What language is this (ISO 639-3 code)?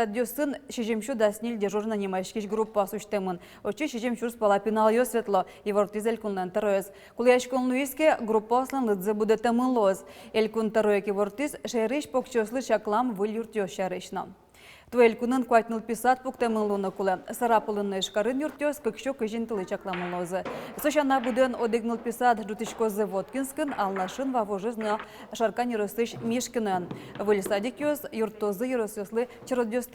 udm